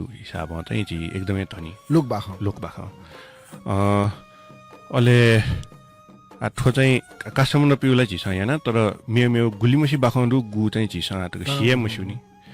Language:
Newari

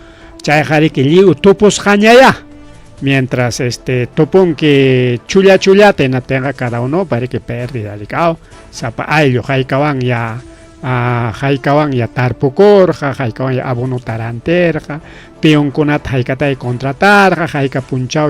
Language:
Ayacucho Quechua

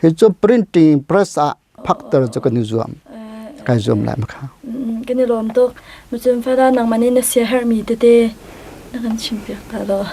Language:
Hakha Chin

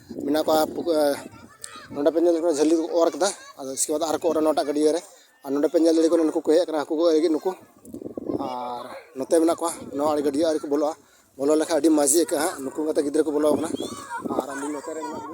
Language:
Santali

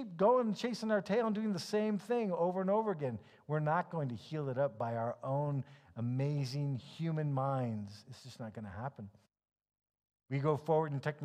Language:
English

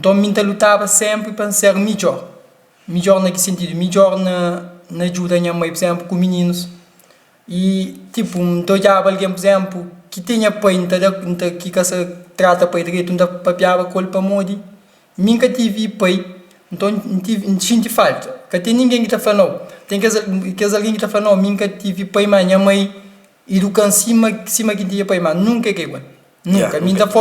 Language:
Kabuverdianu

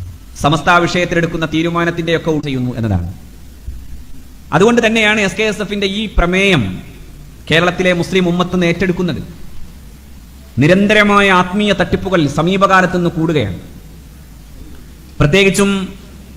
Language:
Malayalam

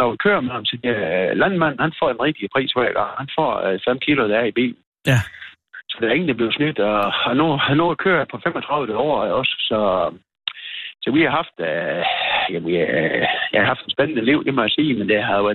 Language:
Danish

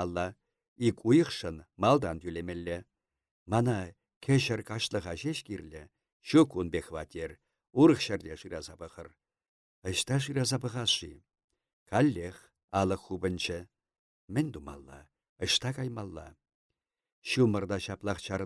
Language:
Chuvash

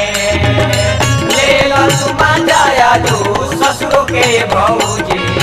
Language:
Bhojpuri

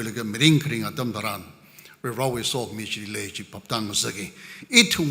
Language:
Tangkhul Naga (India)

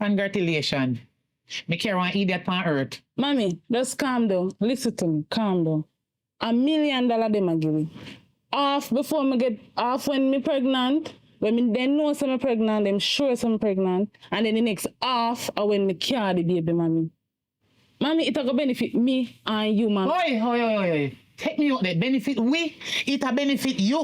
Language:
Jamaican Creole English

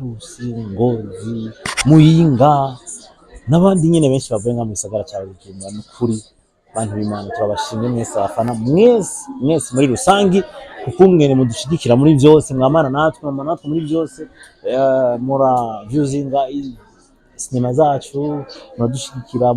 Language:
Rundi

